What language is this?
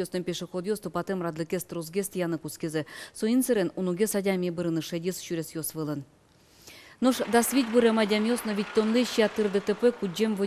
Udmurt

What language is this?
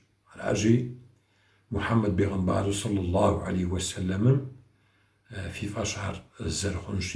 Kabardian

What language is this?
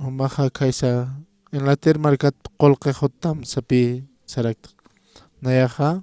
Aymara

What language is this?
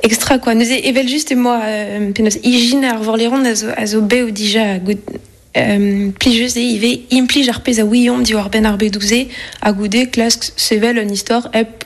Breton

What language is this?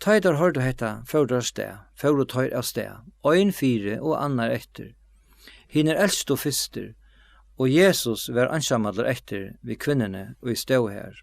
Faroese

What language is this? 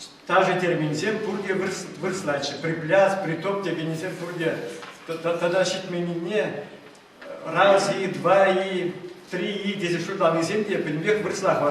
Chuvash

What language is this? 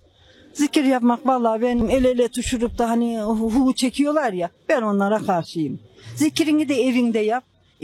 Turkish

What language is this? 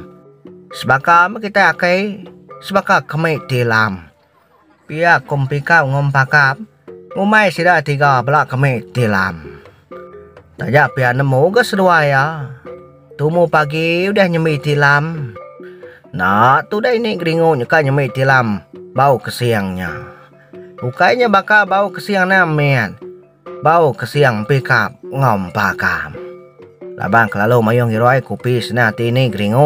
Iban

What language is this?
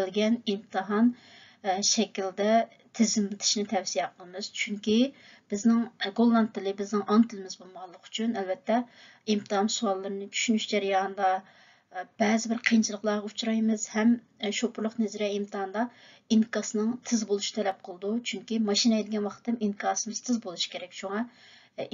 Uyghur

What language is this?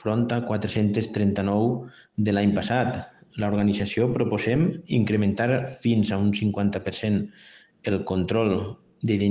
Catalan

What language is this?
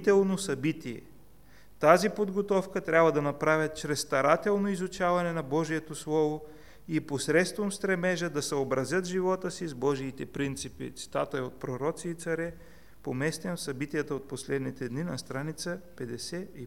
Bulgarian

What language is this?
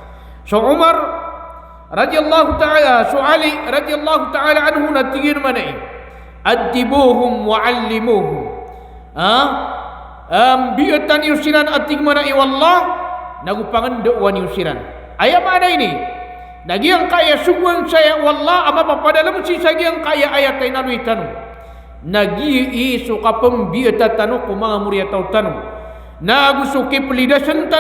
Maranao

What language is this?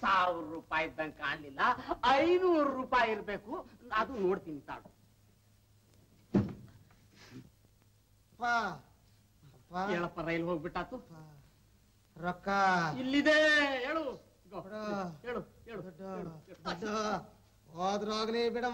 Kannada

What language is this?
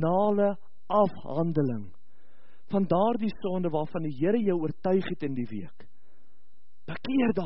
Afrikaans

